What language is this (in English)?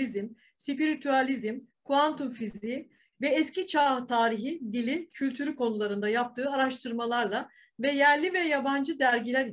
Turkish